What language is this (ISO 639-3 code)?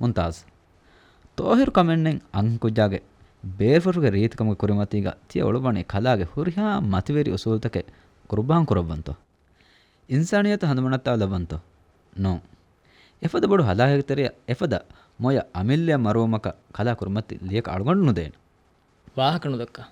div